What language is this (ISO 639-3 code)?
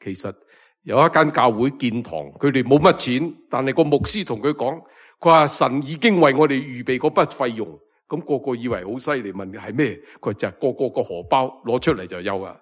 yue